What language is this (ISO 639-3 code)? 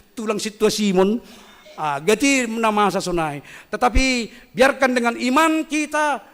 bts